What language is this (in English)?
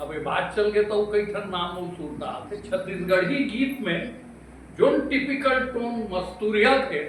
Chhattisgarhi